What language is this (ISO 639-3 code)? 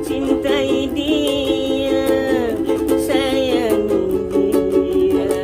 mui